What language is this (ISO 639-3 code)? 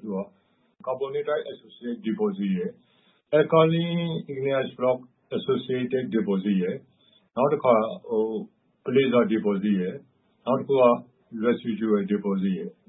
mya